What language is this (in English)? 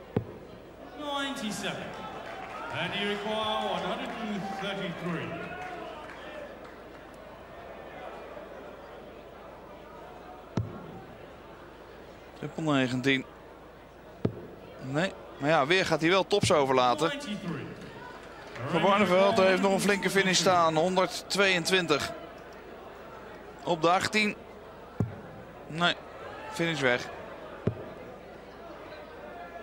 Dutch